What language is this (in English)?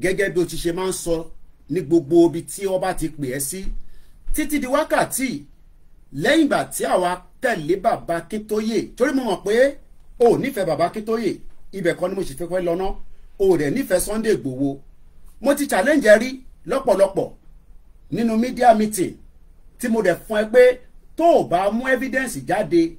Yoruba